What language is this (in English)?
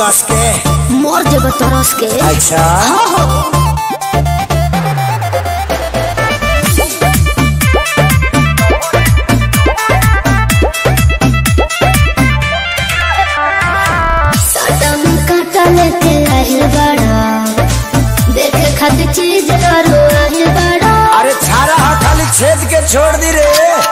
Bhojpuri